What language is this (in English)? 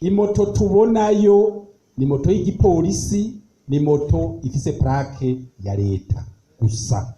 Rundi